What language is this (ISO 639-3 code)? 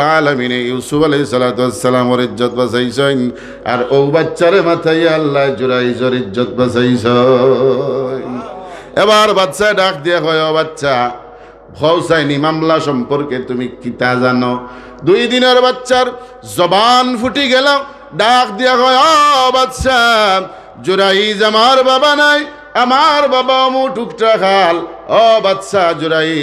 syl